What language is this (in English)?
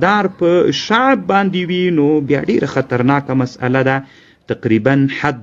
Pashto